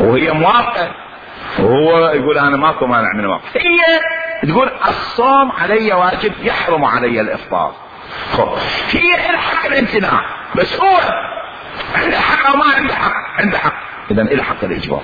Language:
Mesopotamian Arabic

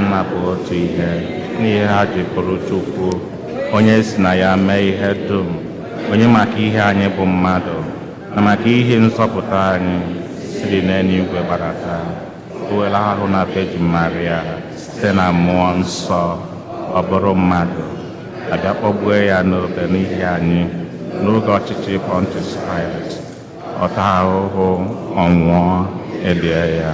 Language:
Igbo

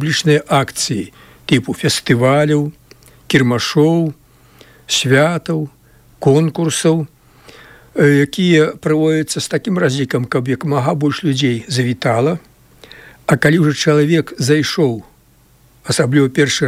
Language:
Belarusian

